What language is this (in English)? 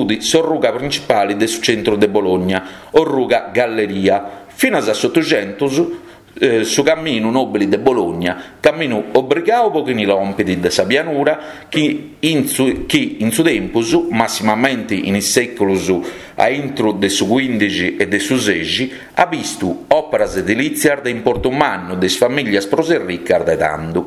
Sardinian